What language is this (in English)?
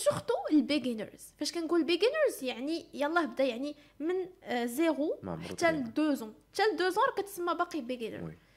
Moroccan Arabic